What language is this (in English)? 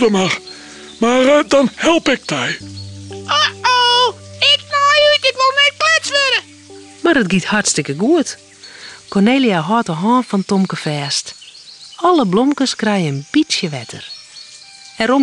Western Frisian